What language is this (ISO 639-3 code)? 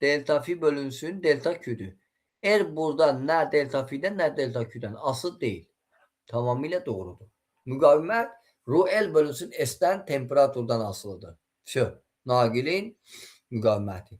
aze